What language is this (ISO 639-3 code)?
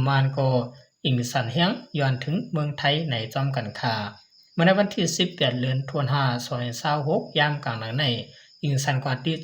shn